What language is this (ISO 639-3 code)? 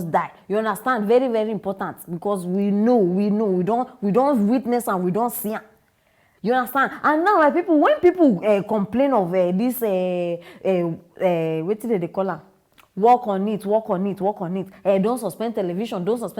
pcm